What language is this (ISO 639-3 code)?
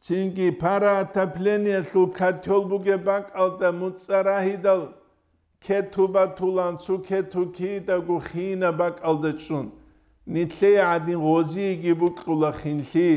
ava